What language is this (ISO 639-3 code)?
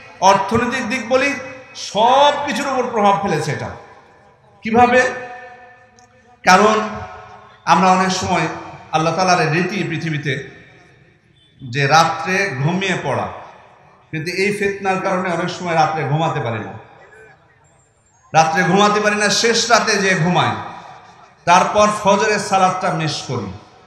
ben